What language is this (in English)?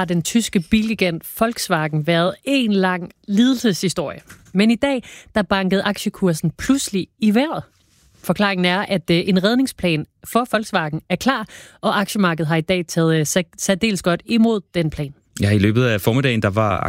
Danish